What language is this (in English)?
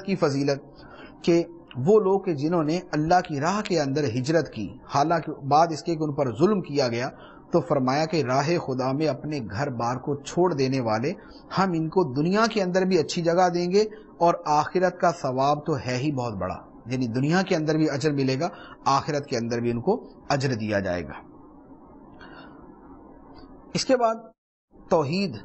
Urdu